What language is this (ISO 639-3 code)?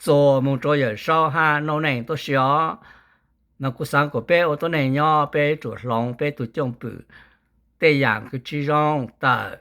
hmn